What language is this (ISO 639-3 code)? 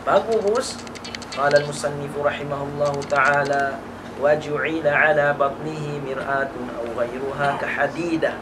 tsg